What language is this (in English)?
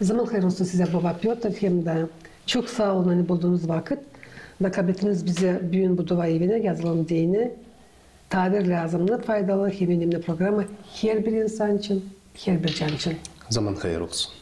Gagauz